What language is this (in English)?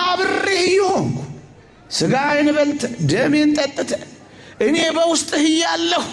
Amharic